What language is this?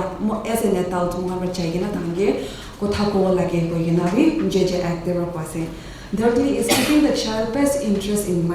Naga Pidgin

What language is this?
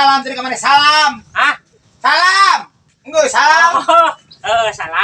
Sundanese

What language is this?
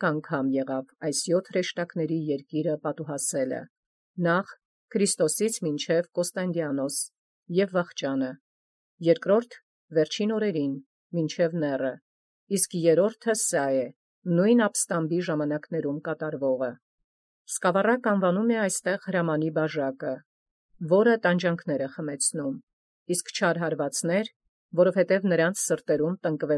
Armenian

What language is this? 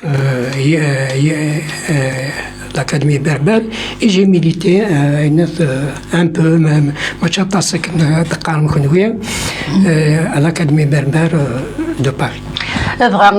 Kabyle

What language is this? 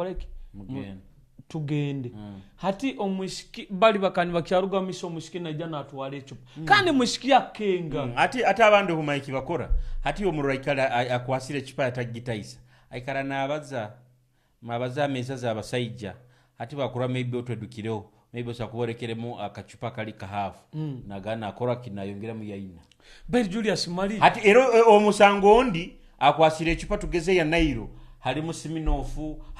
Nyoro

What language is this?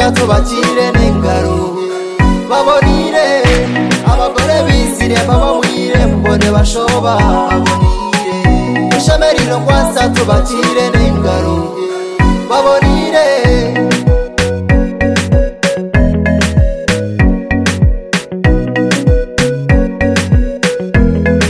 Kinyarwanda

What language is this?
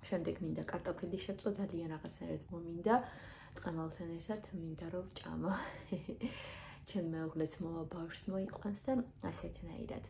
Georgian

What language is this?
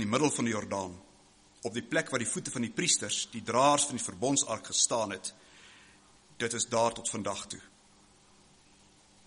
Afrikaans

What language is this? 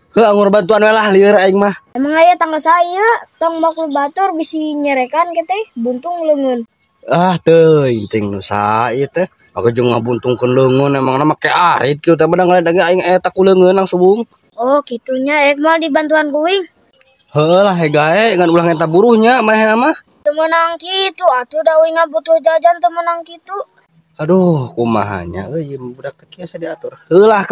Sundanese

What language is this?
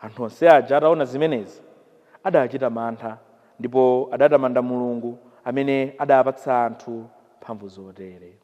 Nyanja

